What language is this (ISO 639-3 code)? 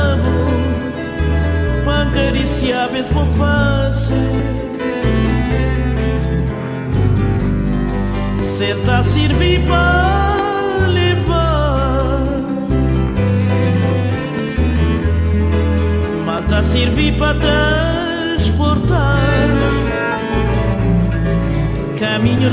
por